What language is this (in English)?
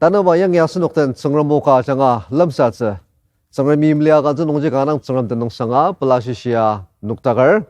Ao Naga